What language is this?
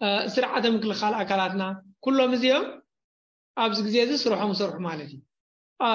Tigrinya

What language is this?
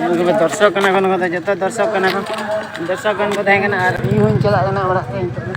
Santali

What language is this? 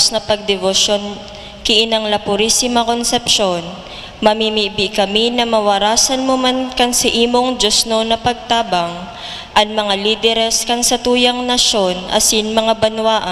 Bikol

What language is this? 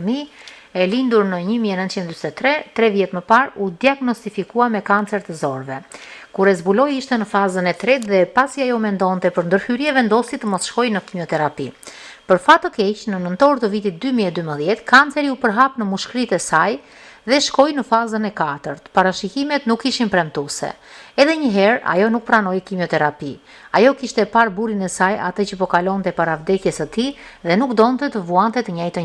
Albanian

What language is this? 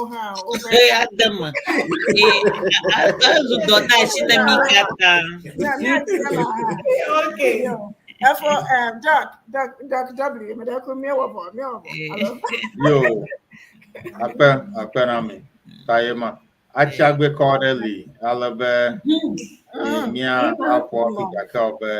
Ewe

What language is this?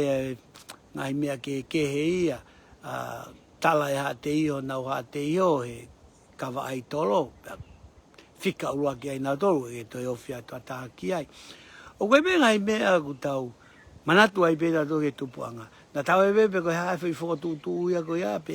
Tongan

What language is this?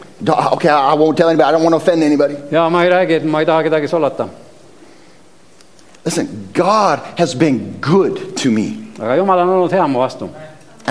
Estonian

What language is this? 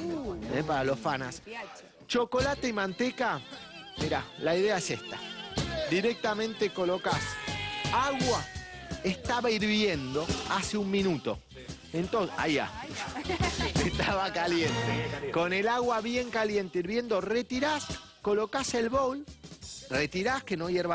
Spanish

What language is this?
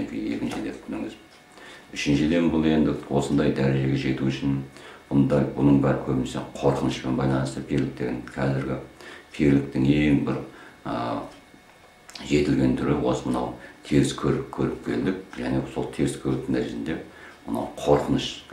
Kazakh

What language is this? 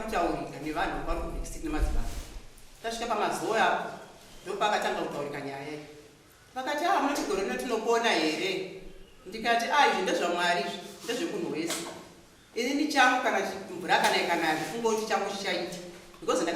Shona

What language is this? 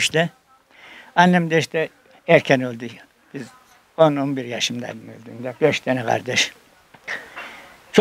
Turkish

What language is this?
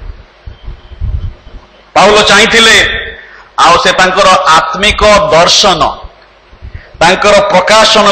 Odia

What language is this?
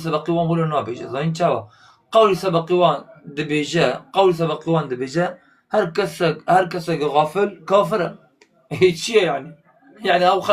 Kurdish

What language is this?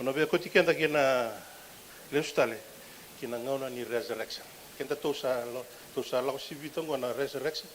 Fijian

